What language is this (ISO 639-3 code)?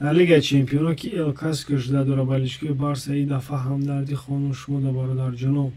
tgk